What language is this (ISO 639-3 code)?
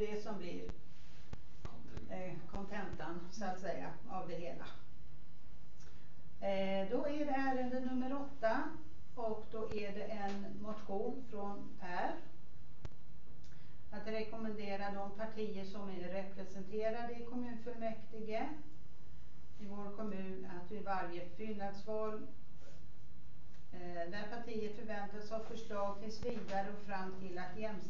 swe